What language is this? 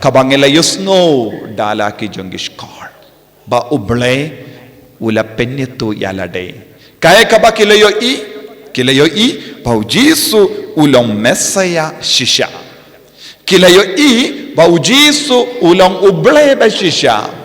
Khasi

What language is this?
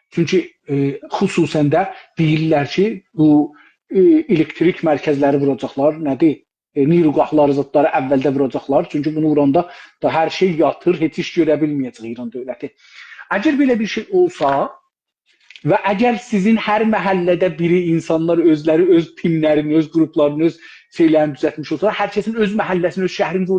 South Azerbaijani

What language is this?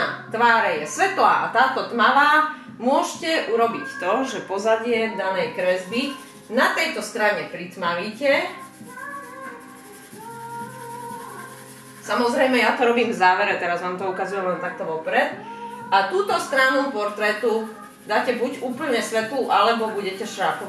Slovak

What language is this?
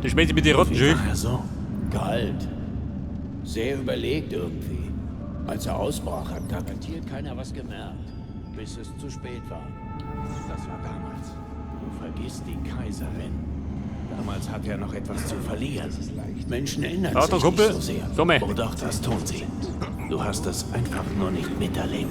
Bavarian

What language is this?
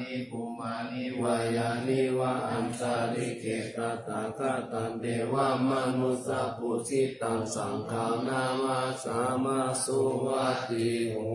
Pali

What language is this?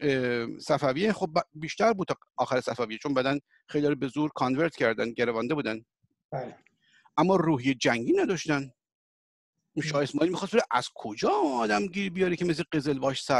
Persian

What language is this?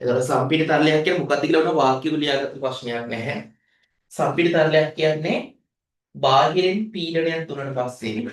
Sinhala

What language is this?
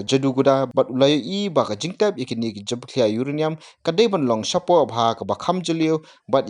Khasi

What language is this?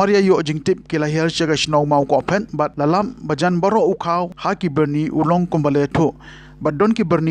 Khasi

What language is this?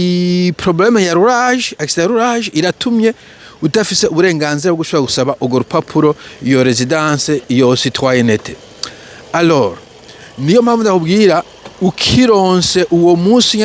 Rundi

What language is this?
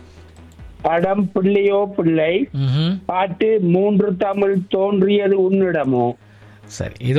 Tamil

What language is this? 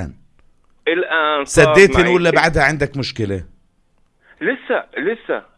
North Levantine Arabic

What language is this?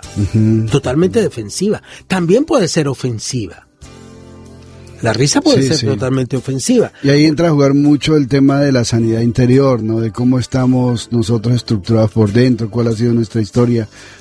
Spanish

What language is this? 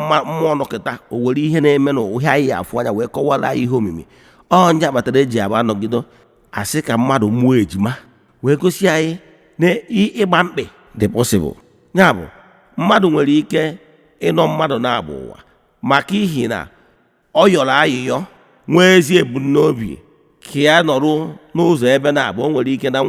Igbo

